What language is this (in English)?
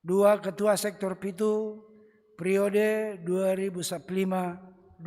Batak Simalungun